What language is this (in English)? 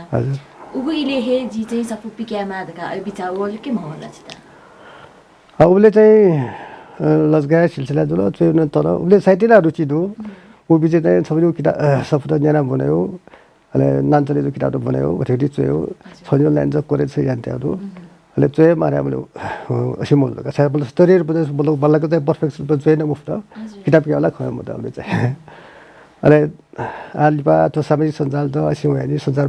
Newari